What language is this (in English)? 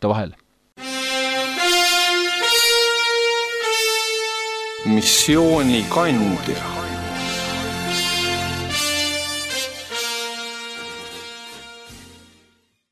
Estonian